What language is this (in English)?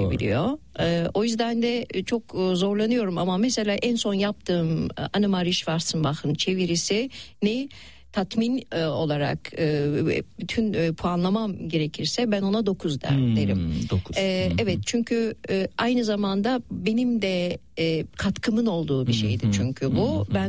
Turkish